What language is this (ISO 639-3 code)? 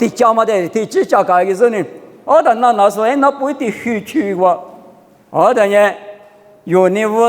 lis